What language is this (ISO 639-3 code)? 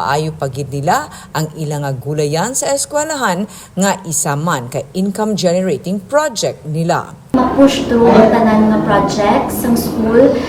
hil